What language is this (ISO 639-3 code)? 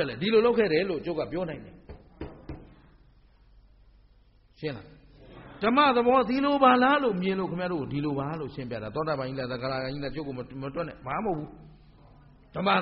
mya